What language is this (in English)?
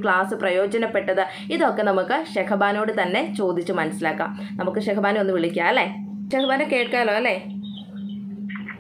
Malayalam